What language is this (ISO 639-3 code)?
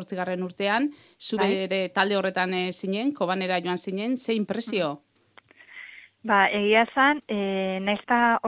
eus